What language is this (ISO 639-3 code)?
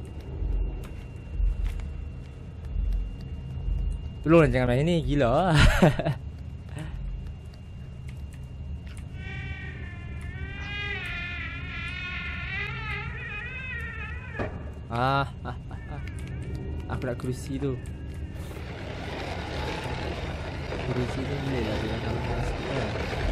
msa